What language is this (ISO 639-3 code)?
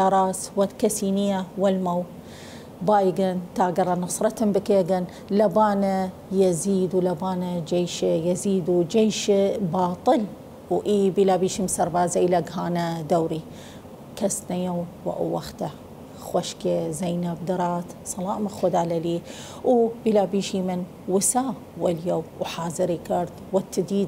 sdh